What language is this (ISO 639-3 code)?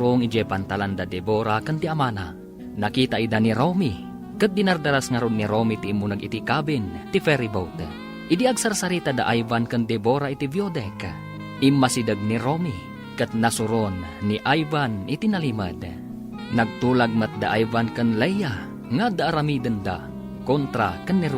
ilo